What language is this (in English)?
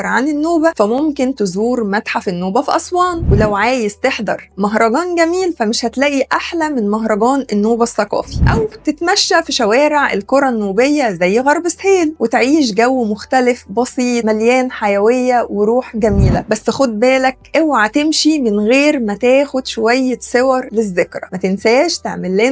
Egyptian Arabic